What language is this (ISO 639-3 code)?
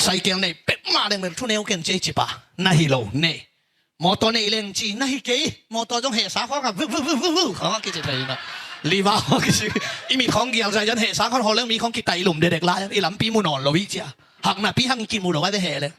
ctd